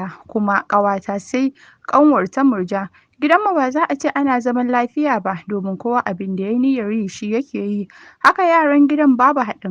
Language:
Hausa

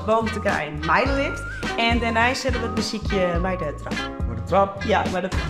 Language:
Western Frisian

